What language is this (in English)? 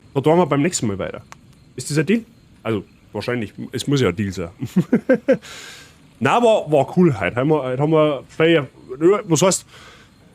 Bavarian